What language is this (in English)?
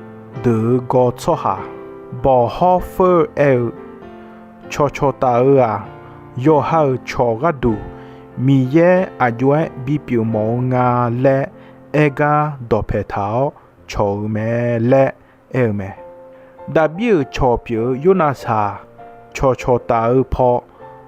Akha